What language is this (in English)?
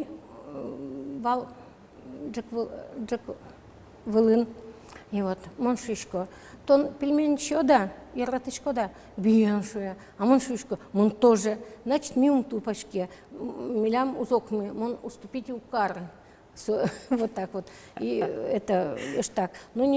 Udmurt